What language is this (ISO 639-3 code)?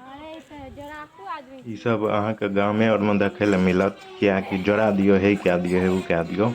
mai